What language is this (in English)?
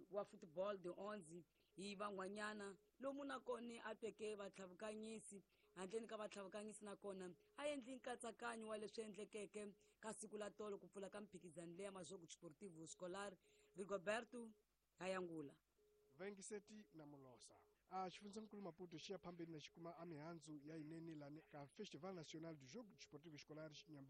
Tsonga